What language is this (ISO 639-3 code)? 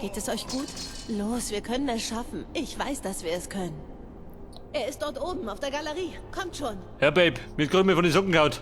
bar